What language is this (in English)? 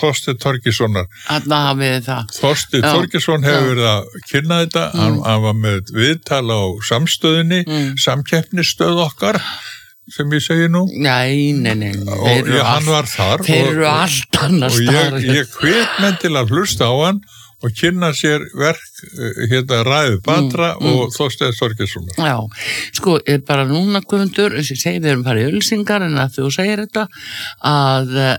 Icelandic